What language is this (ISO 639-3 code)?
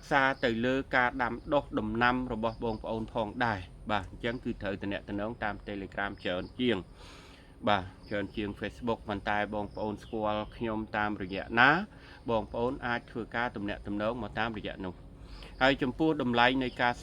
khm